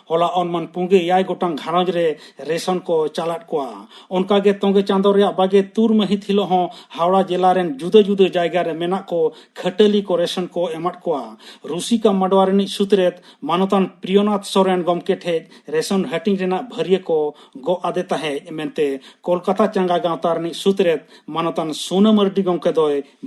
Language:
Santali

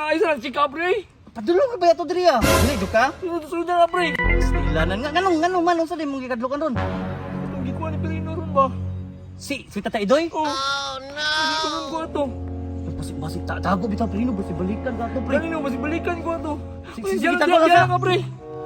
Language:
Cebuano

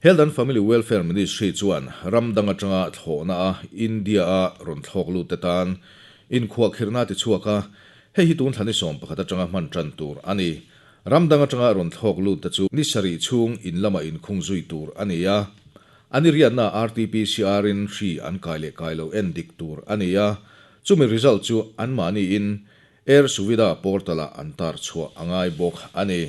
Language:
Mizo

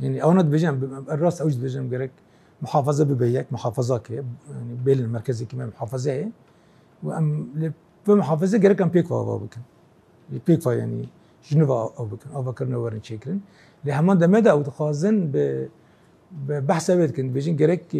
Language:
Kurdish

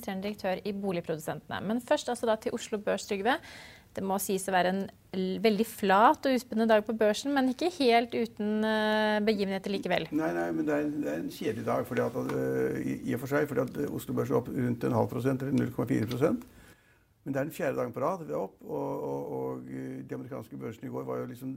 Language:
Norwegian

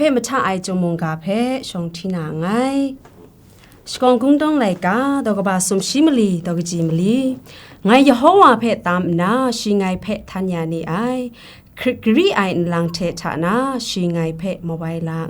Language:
Kachin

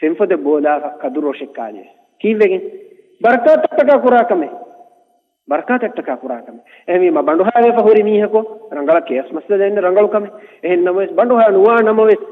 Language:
Divehi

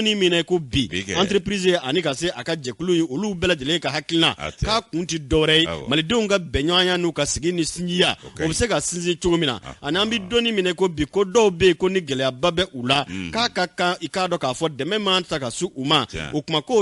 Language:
Bambara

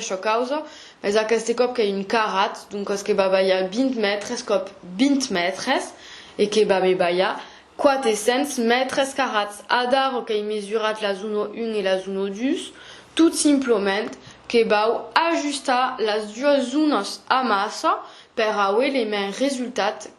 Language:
Occitan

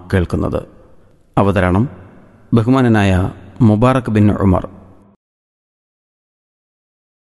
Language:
Malayalam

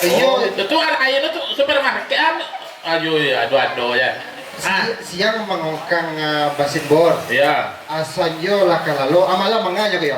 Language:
Minangkabau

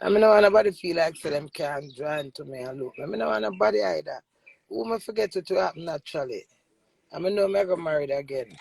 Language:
Jamaican Creole English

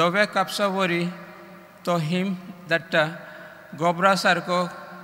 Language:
Konkani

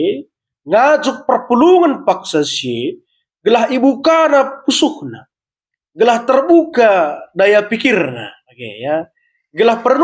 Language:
Batak Karo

